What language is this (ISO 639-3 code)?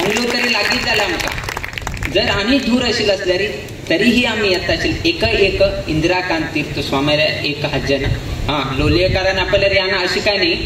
kok